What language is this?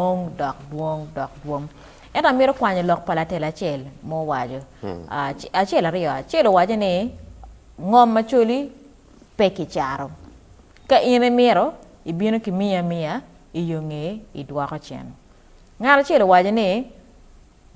Acoli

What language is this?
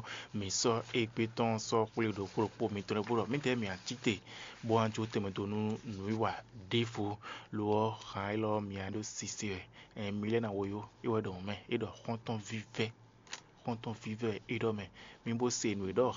Fon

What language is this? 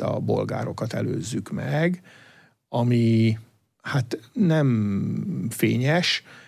Hungarian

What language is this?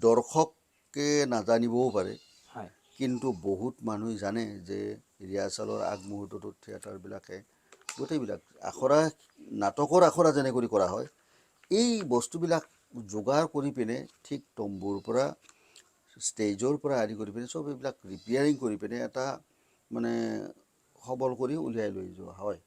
Assamese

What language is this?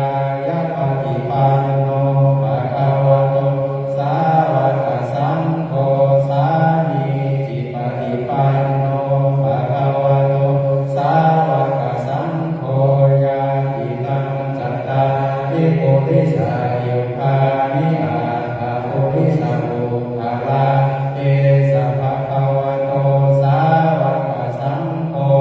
Pali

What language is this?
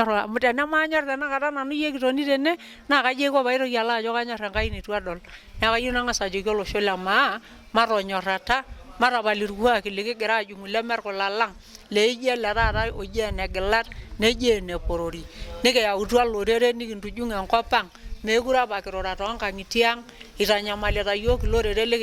Masai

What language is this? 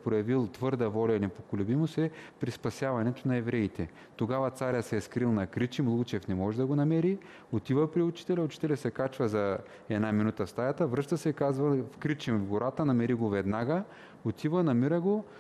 Bulgarian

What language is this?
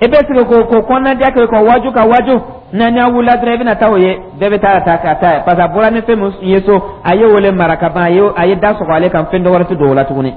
Dyula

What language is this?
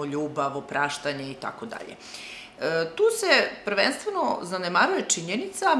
Serbian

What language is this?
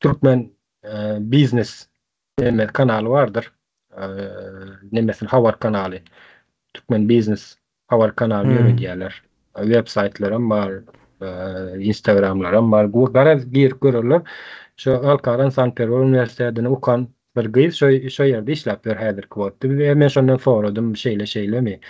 Turkmen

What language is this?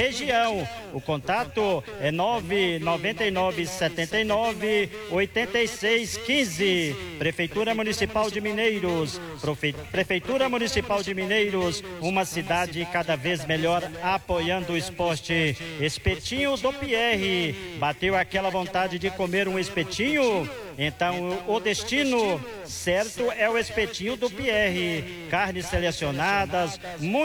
Portuguese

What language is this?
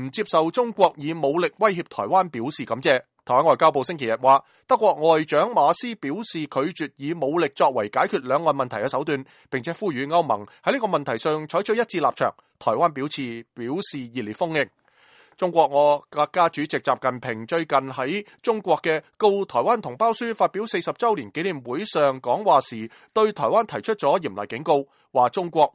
Cantonese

